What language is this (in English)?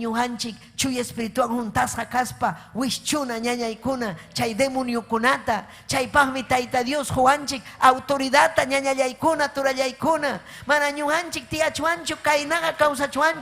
Ayacucho Quechua